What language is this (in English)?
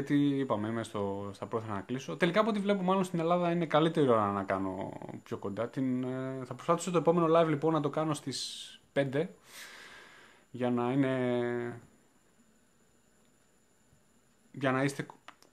Greek